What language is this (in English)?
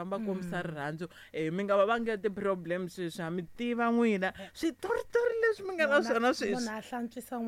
Tsonga